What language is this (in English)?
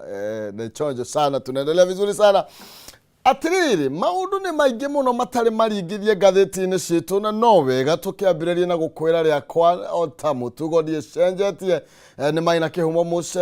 Kikuyu